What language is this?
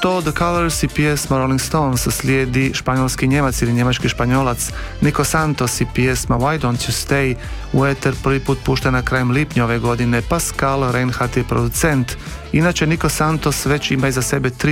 Croatian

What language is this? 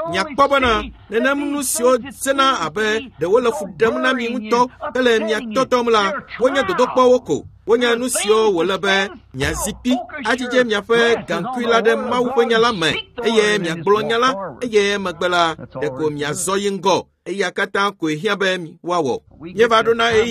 Ewe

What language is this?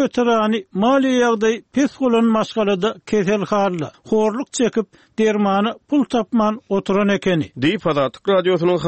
Turkmen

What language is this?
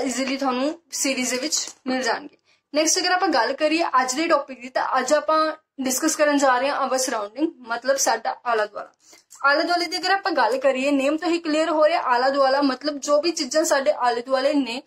Punjabi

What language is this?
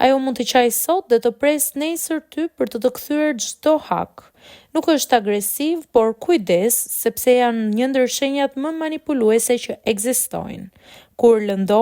Albanian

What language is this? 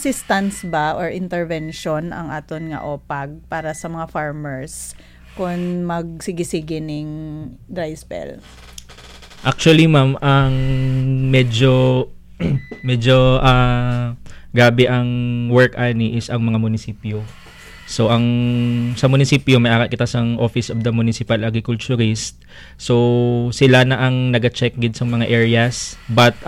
Hiligaynon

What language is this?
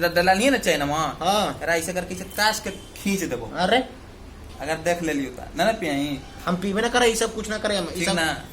Magahi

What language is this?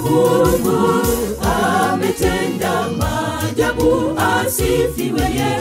Swahili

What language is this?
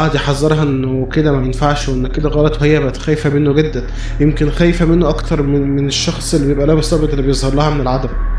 Egyptian Arabic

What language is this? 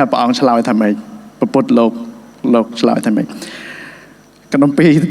Khmer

